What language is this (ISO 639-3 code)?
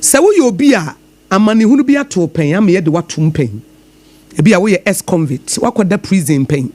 aka